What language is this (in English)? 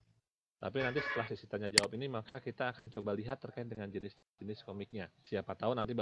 Indonesian